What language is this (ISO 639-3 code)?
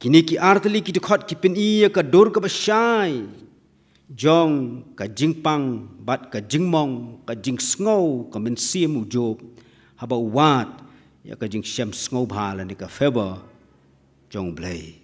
kha